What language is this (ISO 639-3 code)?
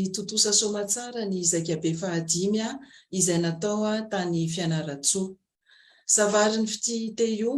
mlg